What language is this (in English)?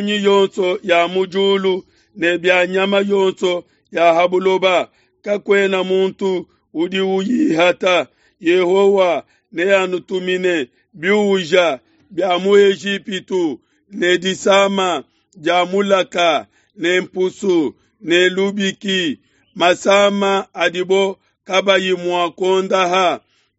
Luba-Lulua